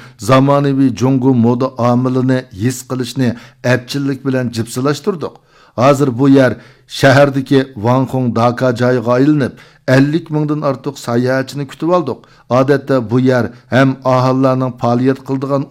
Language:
Uyghur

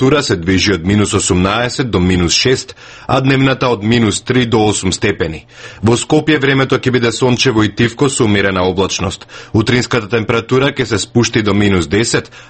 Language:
Macedonian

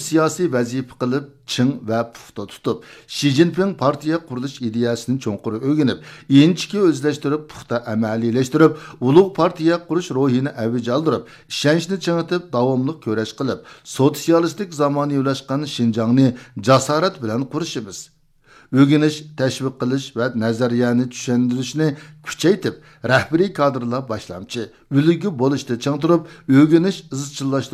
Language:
Uyghur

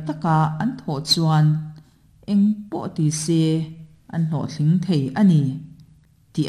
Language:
Mizo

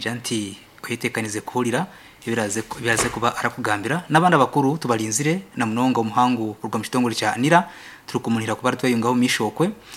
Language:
Nyankole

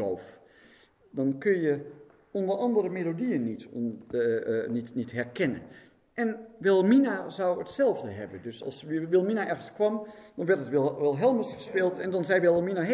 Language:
Dutch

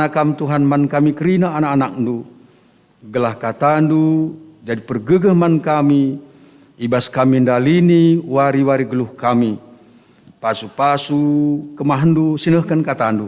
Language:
Batak Karo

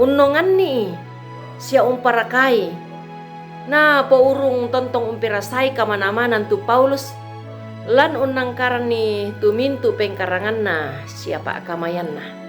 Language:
Toraja-Sa'dan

